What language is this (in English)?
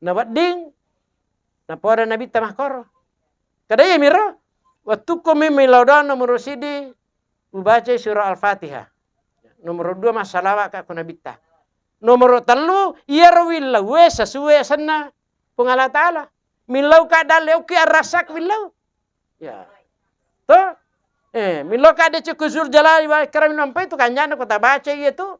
Buginese